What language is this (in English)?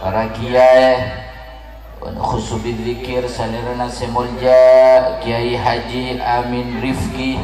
Madurese